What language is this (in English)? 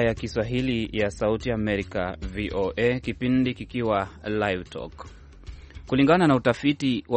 Swahili